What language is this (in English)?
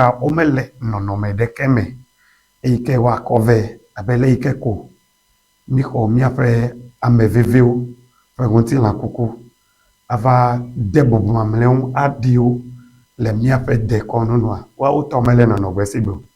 Ewe